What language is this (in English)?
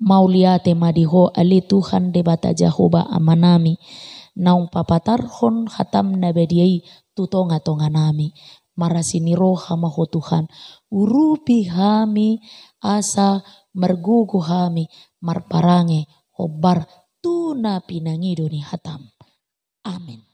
Batak Toba